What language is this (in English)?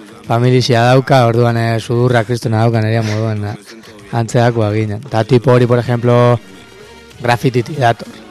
Basque